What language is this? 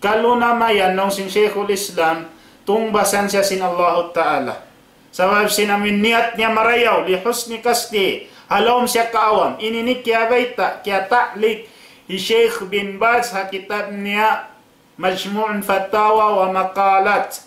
Tausug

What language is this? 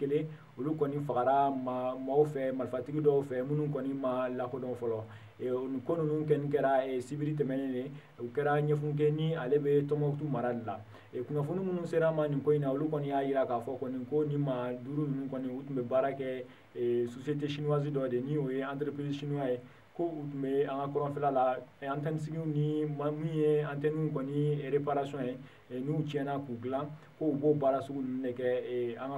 Bambara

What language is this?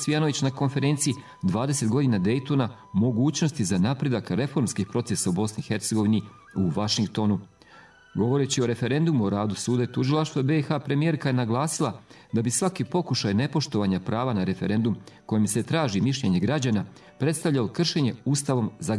Bosnian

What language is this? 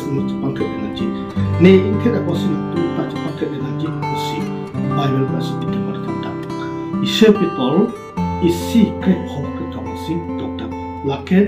Karbi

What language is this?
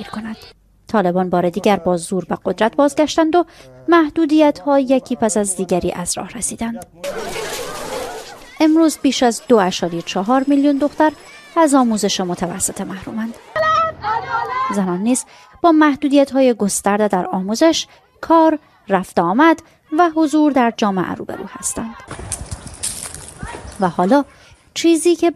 Persian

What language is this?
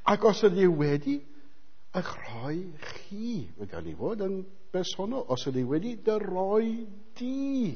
Welsh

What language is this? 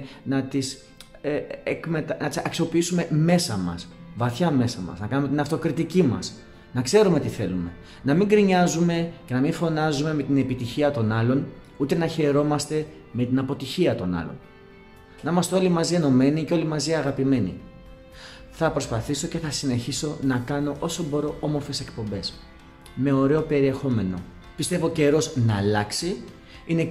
Greek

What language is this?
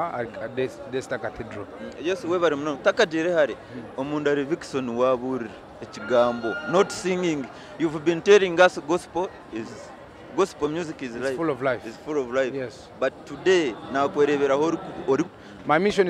Nyankole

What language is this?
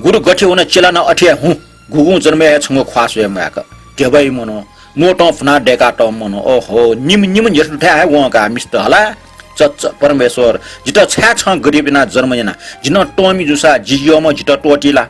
Newari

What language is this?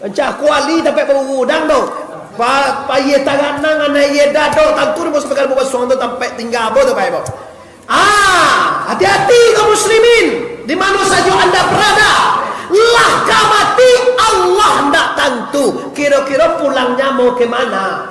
Minangkabau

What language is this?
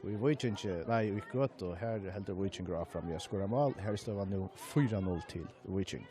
Faroese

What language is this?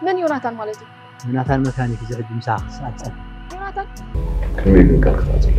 Tigrinya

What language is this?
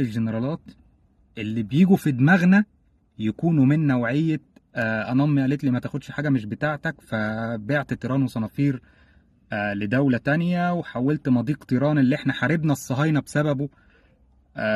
Egyptian Arabic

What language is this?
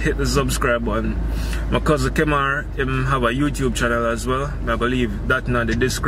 Jamaican Creole English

